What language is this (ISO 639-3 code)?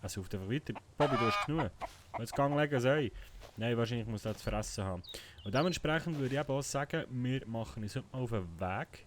gsw